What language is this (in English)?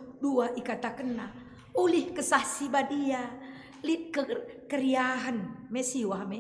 Batak Karo